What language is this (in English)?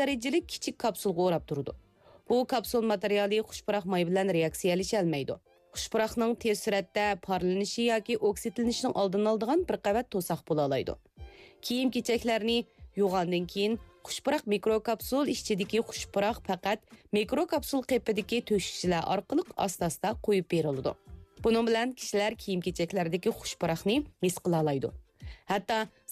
Uyghur